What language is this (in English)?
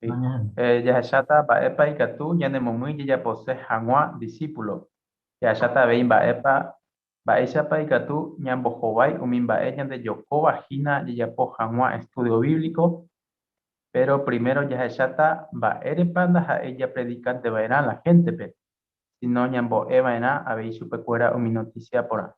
Guarani